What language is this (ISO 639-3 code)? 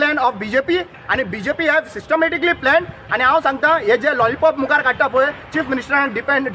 kok